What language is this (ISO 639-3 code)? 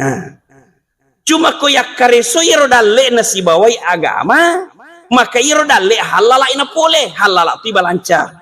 bug